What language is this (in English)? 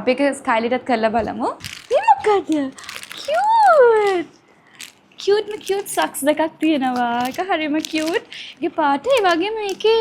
Sinhala